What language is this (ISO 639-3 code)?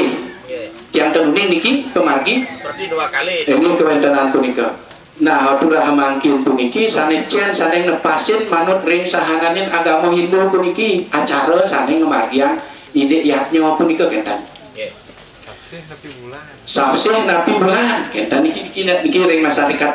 ban